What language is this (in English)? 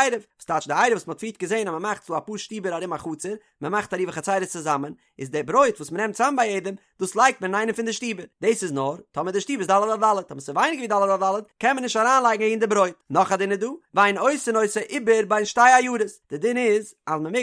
Yiddish